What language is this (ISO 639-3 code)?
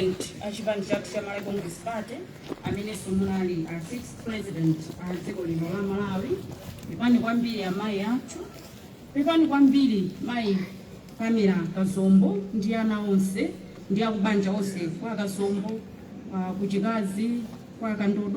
nya